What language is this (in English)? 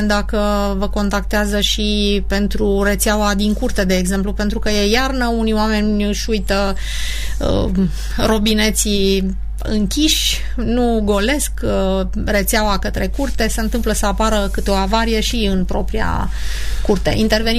Romanian